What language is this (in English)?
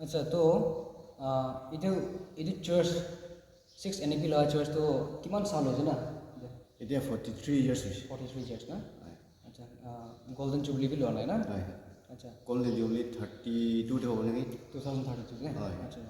Naga Pidgin